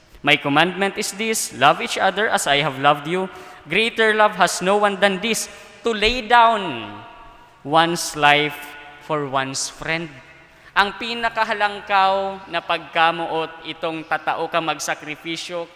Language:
Bikol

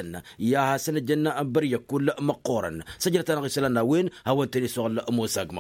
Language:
Tamasheq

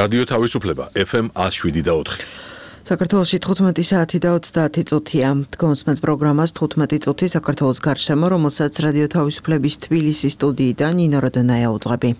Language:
Georgian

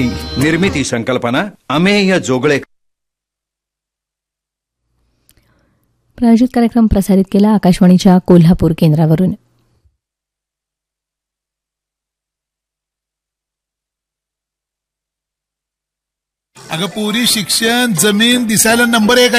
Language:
Marathi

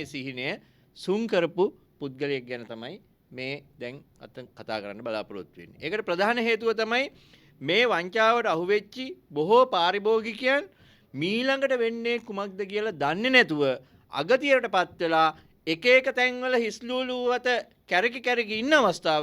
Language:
Sinhala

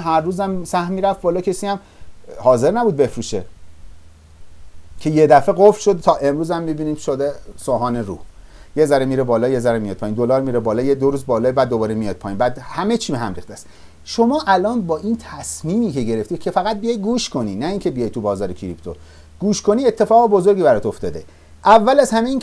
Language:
Persian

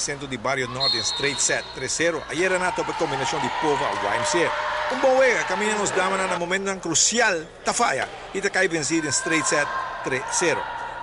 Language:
Papiamento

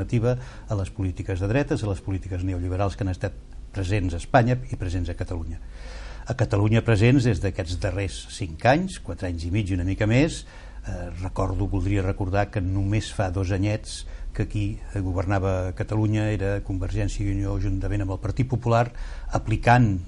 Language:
Catalan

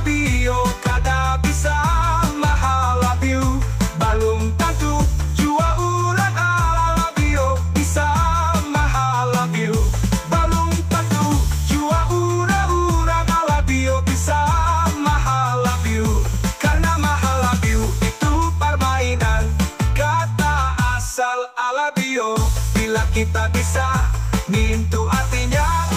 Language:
Banjar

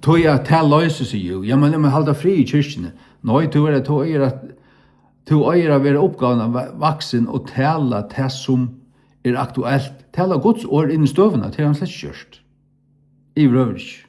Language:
Faroese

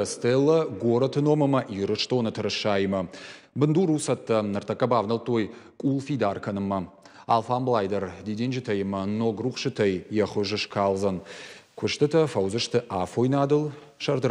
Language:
Ossetic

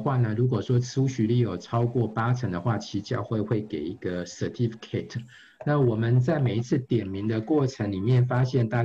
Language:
Chinese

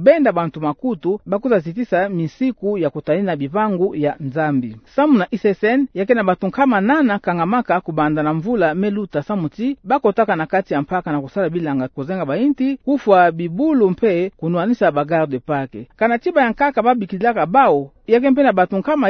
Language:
Kituba (Democratic Republic of Congo)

